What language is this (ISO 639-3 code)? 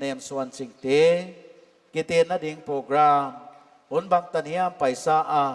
pck